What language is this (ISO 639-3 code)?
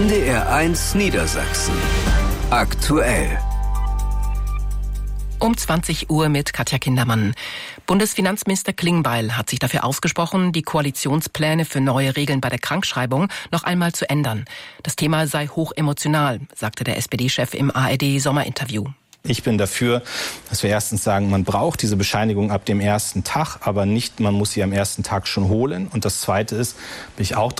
deu